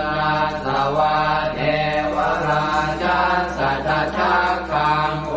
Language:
Pali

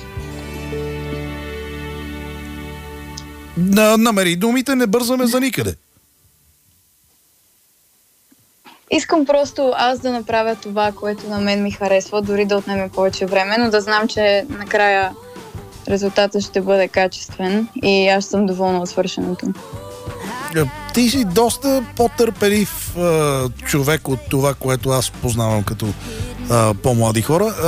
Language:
Bulgarian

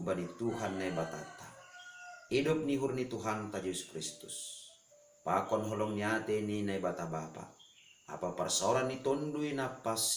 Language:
Batak Simalungun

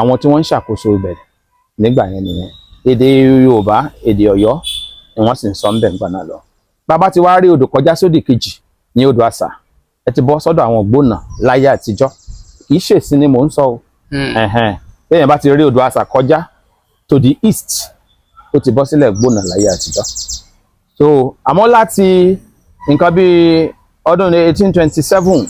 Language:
Yoruba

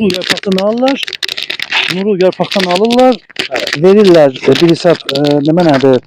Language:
South Azerbaijani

